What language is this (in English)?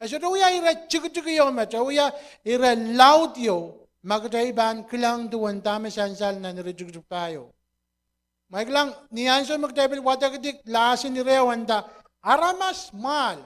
Pohnpeian